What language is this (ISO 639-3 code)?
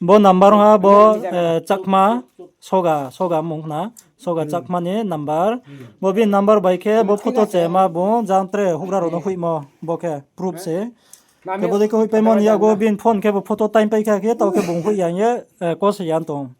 ria